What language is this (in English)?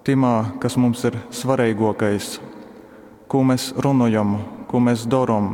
Latgalian